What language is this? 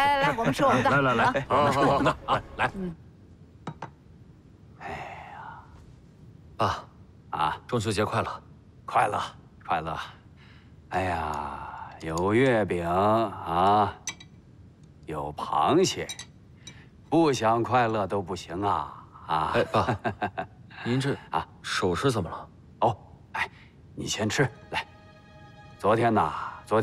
Chinese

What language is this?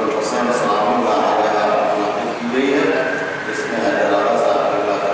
Urdu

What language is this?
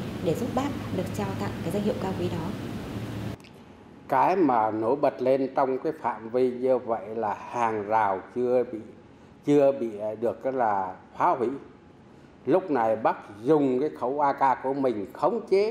Vietnamese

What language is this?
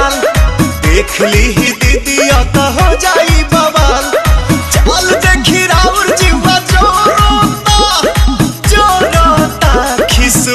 Bhojpuri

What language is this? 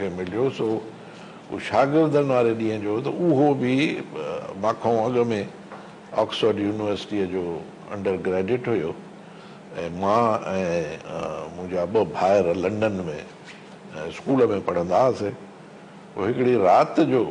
Sindhi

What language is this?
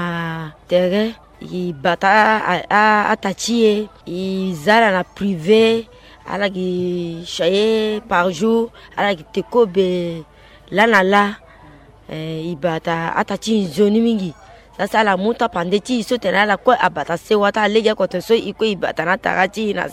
Sango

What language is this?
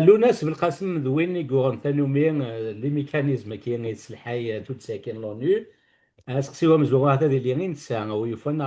Kabyle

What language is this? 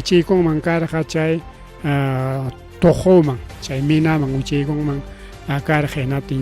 Ayacucho Quechua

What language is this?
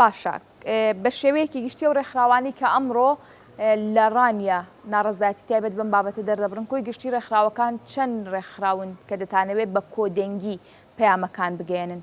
Central Kurdish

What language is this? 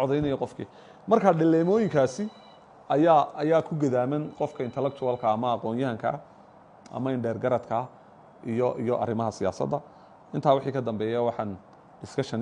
Somali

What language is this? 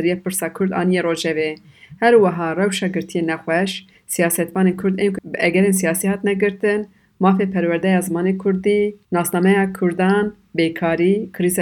Kurdish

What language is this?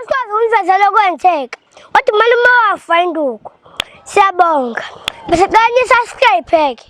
Zulu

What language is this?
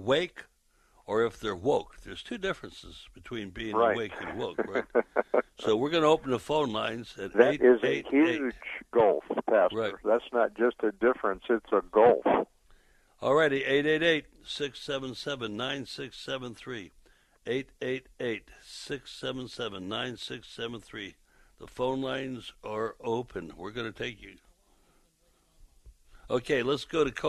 English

